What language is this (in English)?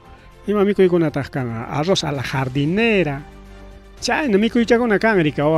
Ayacucho Quechua